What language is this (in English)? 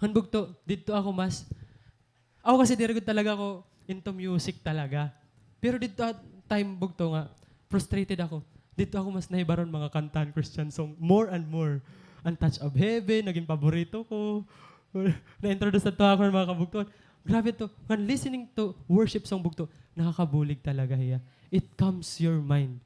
Waray